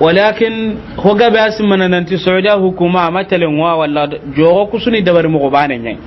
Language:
Soninke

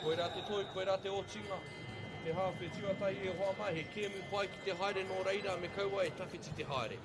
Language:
Māori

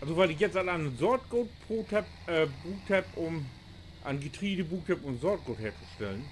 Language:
Low German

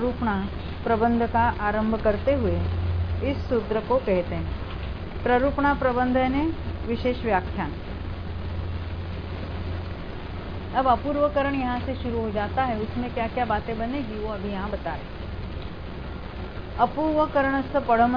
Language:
Hindi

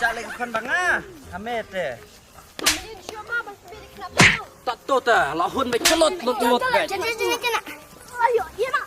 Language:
Khasi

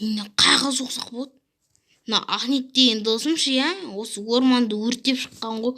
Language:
Kazakh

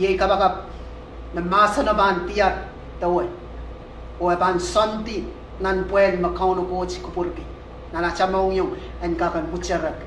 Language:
Pohnpeian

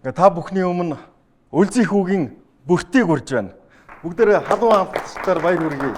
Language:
Mongolian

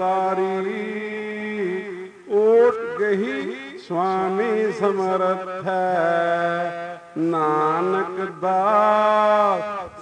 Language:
Punjabi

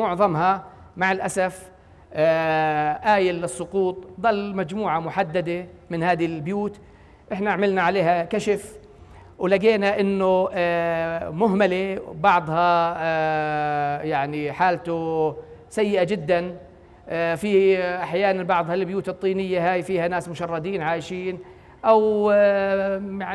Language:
North Levantine Arabic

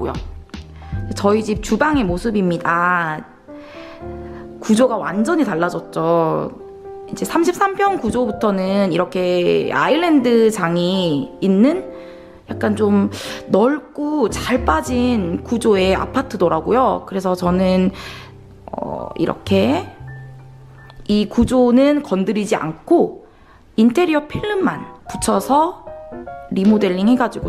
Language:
Korean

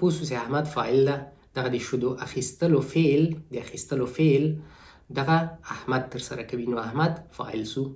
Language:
Pashto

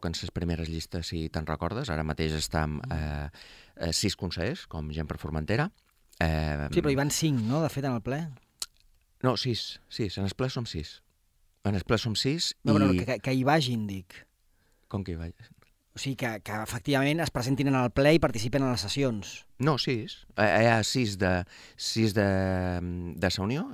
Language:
Catalan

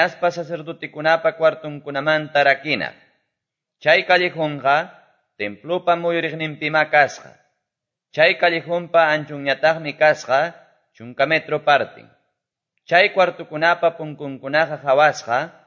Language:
Quechua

